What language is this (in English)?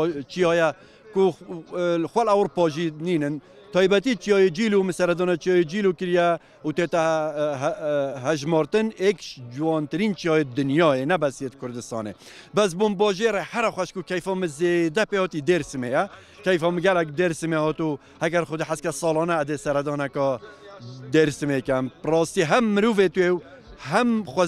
Kurdish